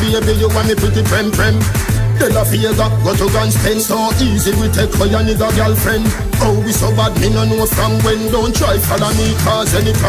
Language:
Jamaican Creole English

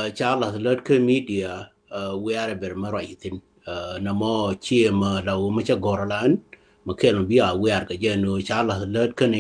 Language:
Nuer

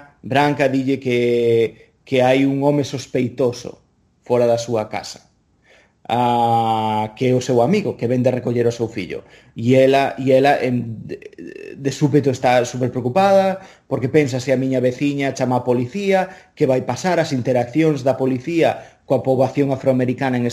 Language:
Galician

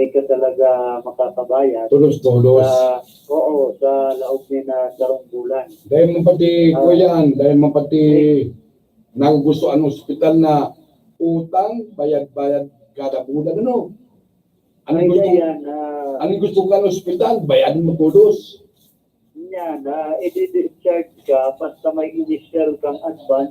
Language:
Bikol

